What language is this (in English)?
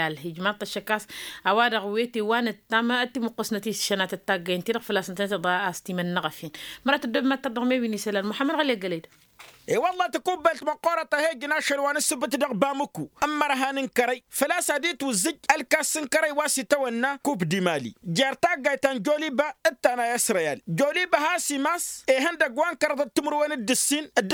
Tamasheq